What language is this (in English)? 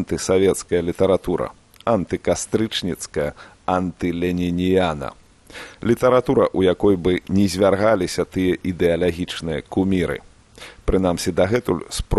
Belarusian